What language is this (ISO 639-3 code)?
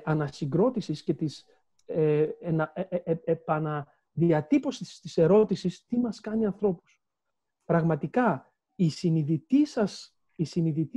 ell